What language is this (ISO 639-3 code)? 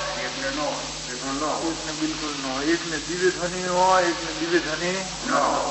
guj